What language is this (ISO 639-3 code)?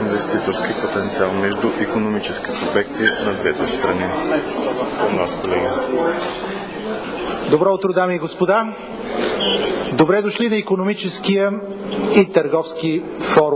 bul